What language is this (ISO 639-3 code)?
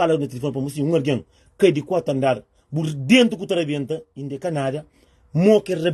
kea